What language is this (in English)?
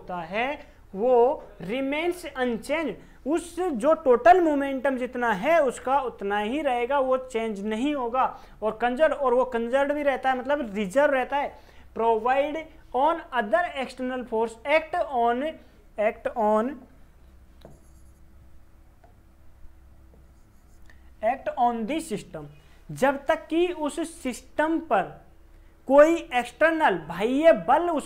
Hindi